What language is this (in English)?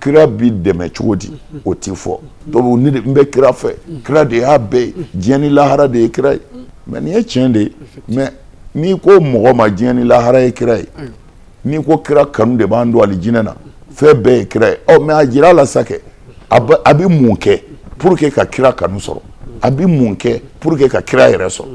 Bambara